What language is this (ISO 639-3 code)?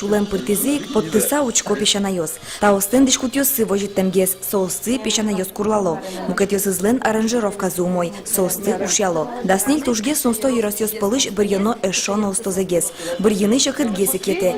udm